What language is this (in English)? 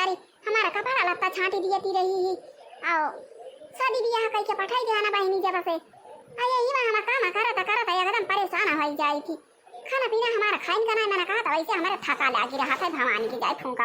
Awadhi